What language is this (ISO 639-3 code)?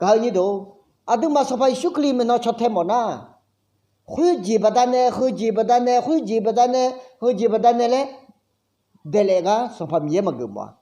ahk